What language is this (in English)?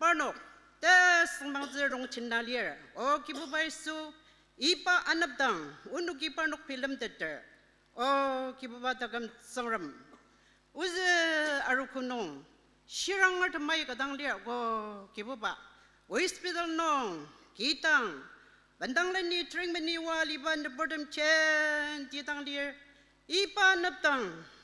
Ao Naga